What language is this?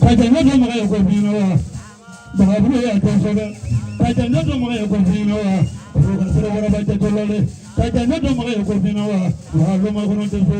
Bambara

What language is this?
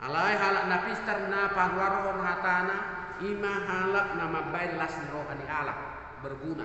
Batak Toba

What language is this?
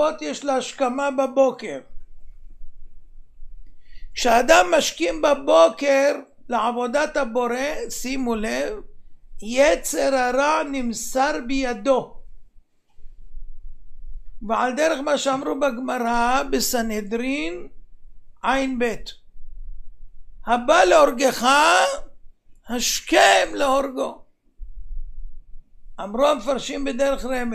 Hebrew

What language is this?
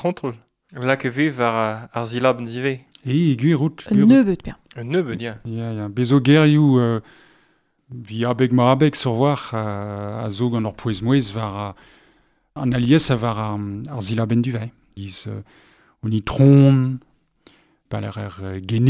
Breton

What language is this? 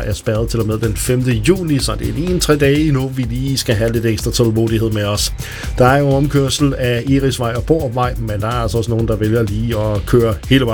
Danish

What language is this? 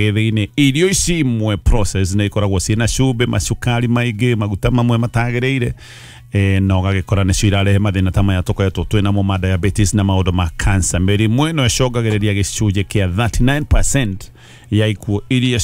Kikuyu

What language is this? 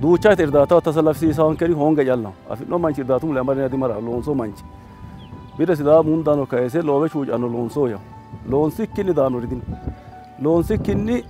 Sidamo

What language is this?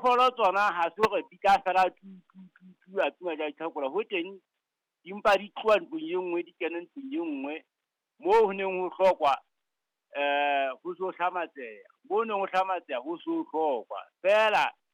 Southern Sotho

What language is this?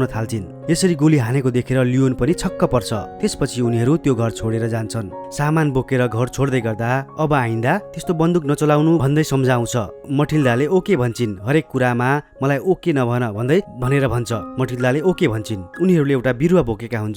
Nepali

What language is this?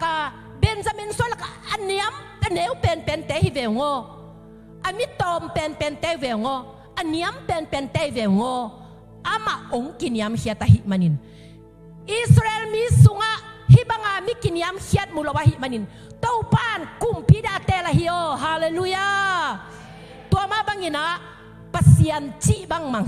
Tedim Chin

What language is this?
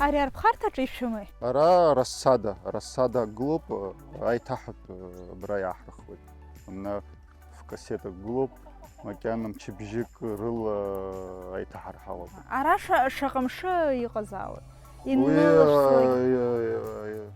Abkhazian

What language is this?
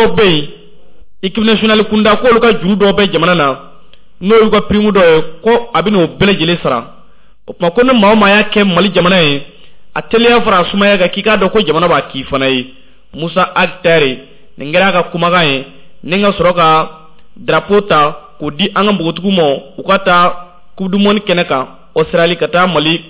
Bambara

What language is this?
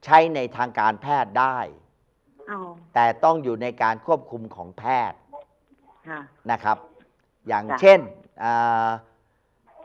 Thai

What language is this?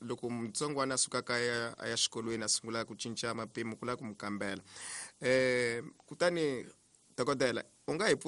Tsonga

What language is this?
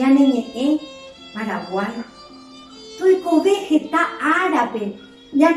Guarani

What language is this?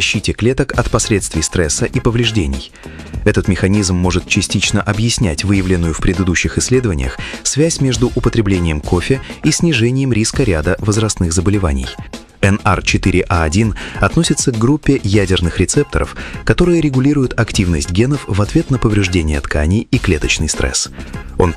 Russian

